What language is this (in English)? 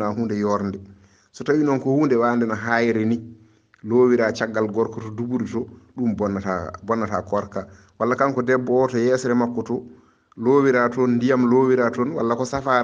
Fula